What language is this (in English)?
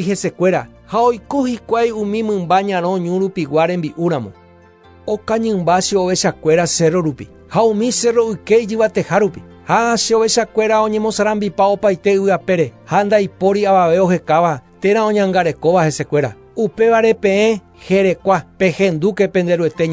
Guarani